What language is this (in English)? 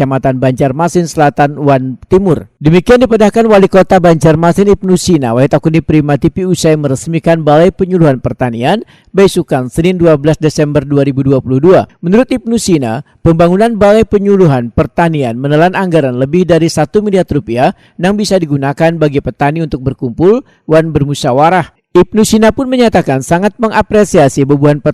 Banjar